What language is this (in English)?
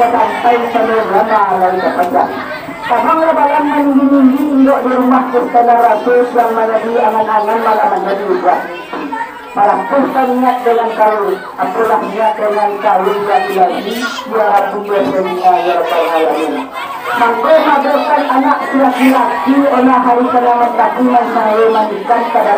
Minangkabau